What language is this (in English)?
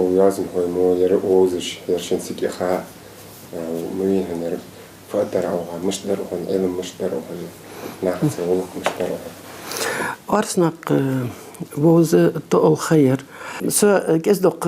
Ingush